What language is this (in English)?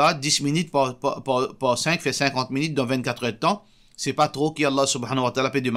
Morisyen